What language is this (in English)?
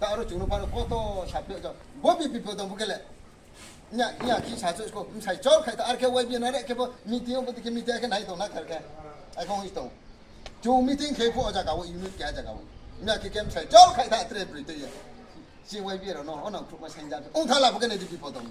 Riang (India)